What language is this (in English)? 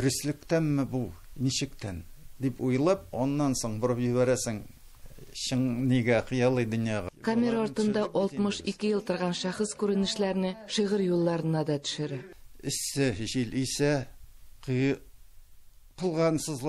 Tatar